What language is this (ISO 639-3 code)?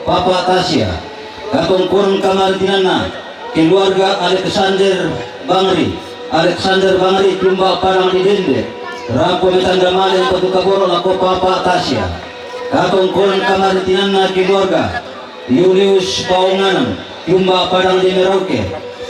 sda